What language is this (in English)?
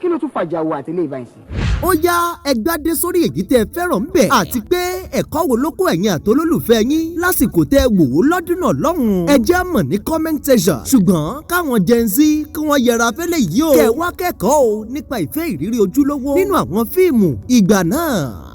Yoruba